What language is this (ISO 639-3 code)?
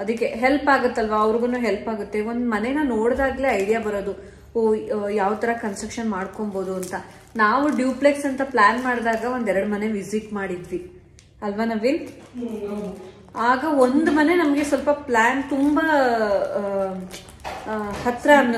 kan